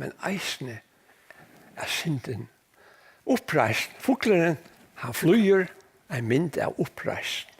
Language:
Faroese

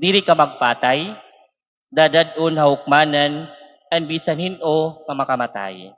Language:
Waray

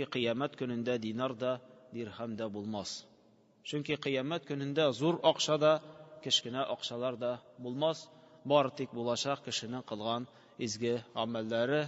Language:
Tatar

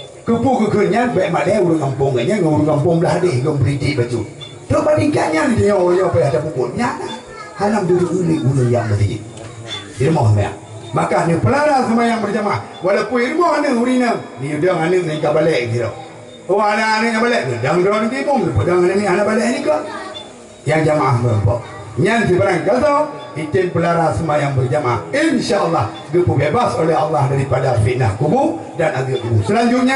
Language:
Achinese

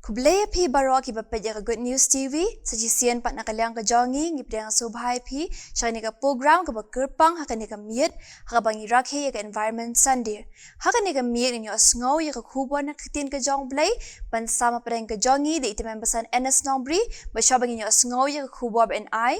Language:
Khasi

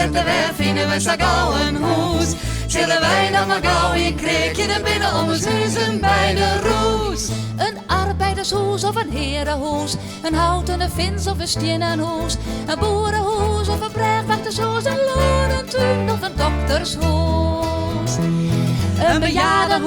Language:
Western Frisian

